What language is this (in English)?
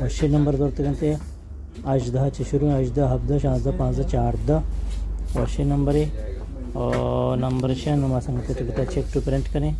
Baluchi